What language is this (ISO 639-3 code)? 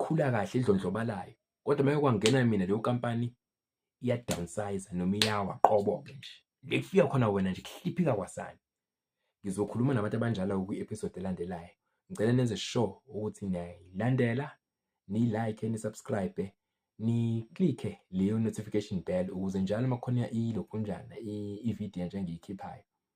zul